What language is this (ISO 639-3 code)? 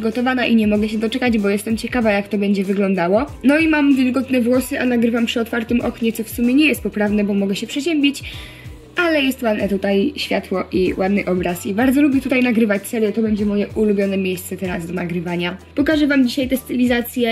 pol